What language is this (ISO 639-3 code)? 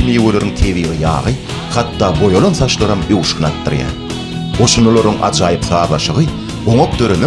tuk